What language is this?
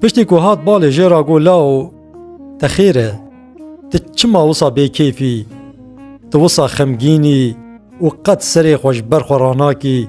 Kurdish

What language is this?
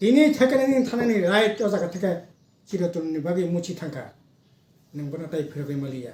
Kok Borok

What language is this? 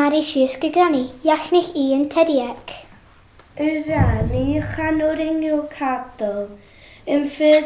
Scottish Gaelic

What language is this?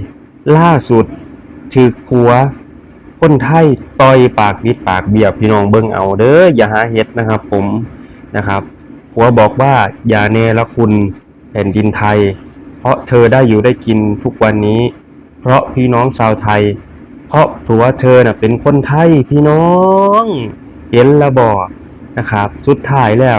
Northeastern Thai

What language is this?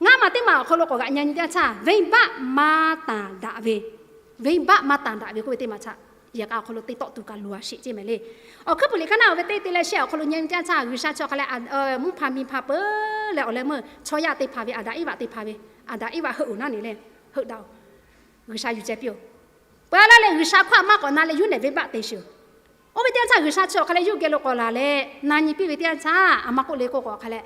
Lahu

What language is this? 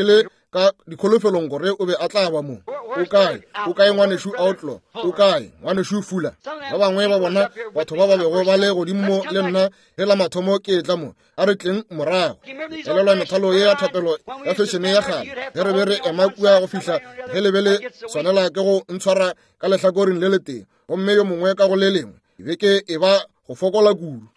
Northern Sotho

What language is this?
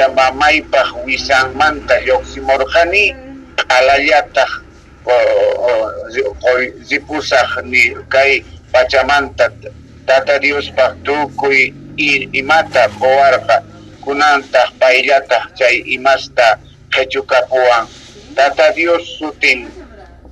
South Bolivian Quechua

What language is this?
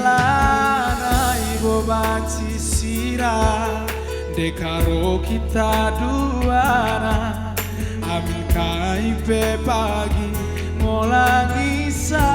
Batak Karo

